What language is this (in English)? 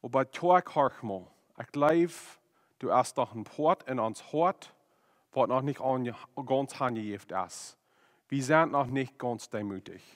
Plautdietsch